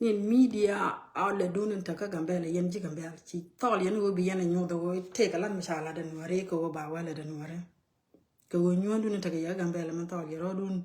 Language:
Nuer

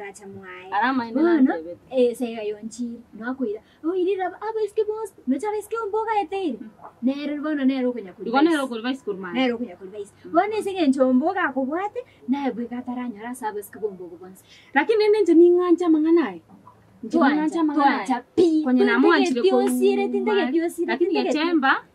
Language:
Gusii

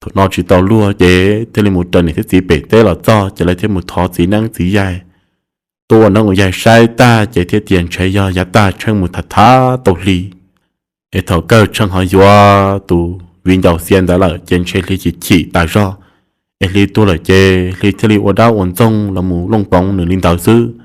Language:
Hmong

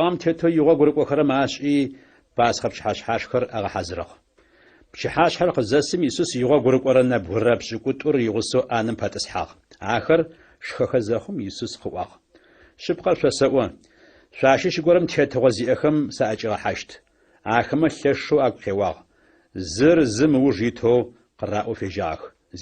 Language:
Adyghe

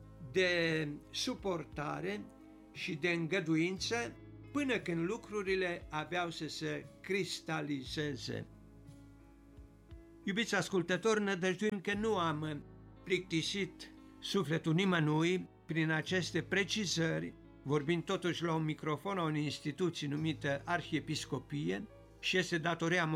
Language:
Romanian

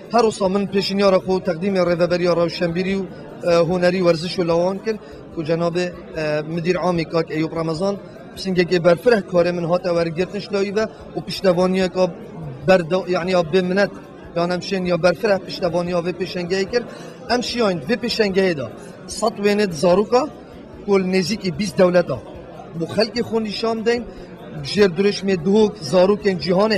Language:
Kurdish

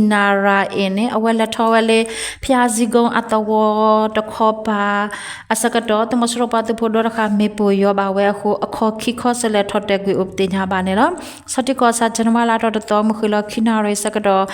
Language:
S'gaw Karen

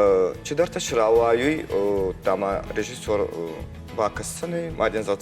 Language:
Ossetic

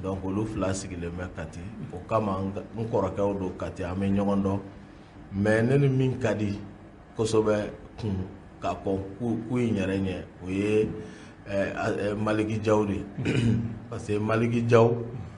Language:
Bambara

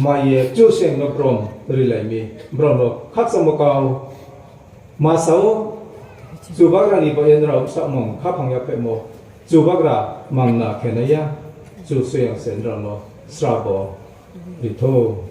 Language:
Riang (India)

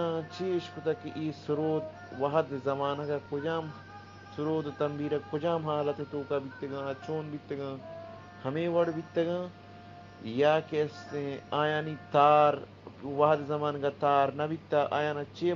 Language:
Eastern Balochi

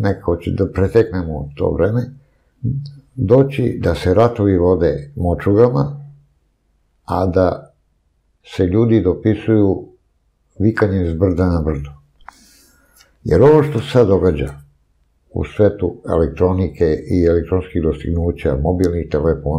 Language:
Serbian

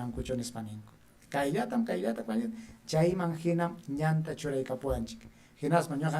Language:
Ayacucho Quechua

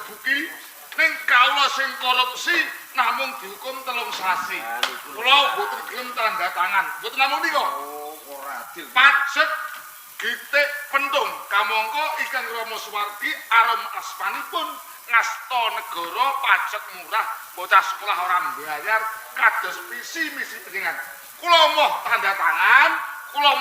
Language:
Javanese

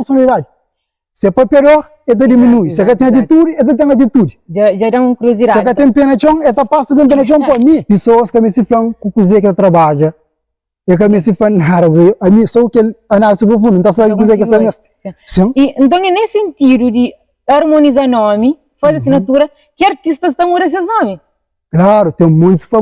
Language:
Kabuverdianu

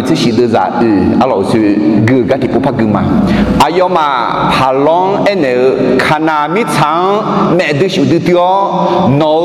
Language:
Akha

